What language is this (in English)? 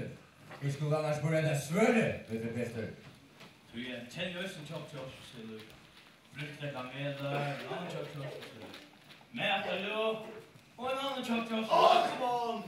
Faroese